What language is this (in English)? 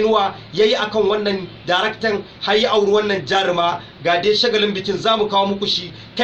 Hausa